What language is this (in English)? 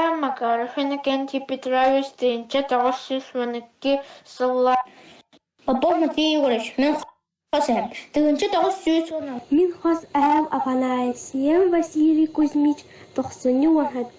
Yakut